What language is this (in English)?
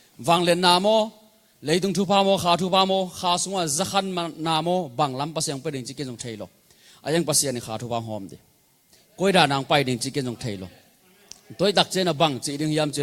Tedim Chin